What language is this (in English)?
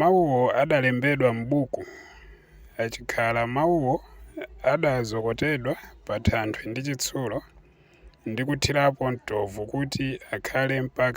Nyanja